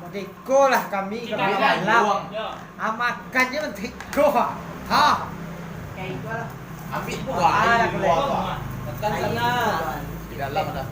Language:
Minangkabau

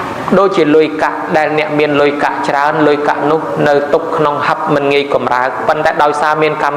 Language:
Khmer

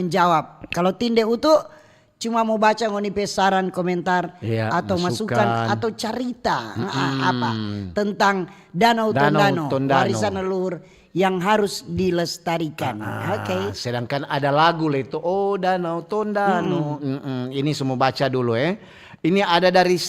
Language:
Manado Malay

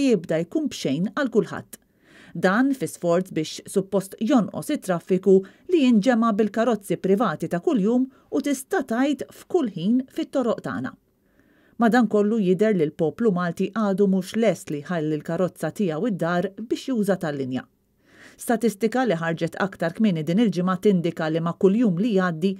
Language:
Maltese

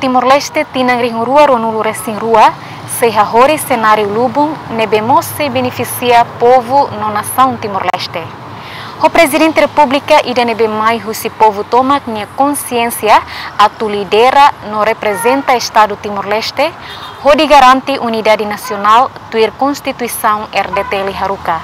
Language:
Tetum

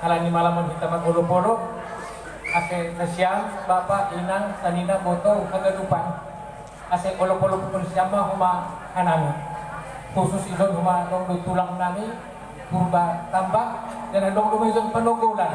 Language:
Batak Simalungun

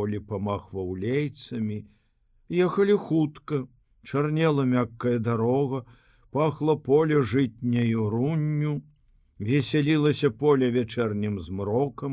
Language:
Belarusian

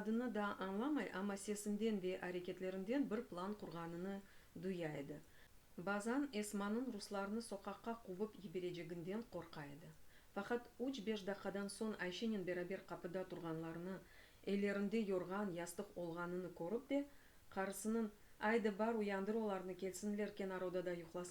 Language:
Crimean Tatar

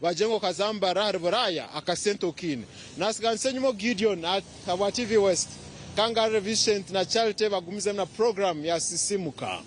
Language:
Nyankole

